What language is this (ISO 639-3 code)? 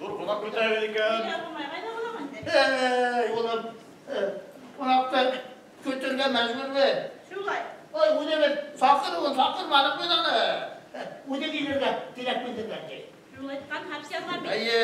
bak